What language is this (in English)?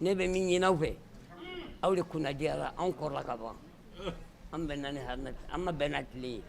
Bambara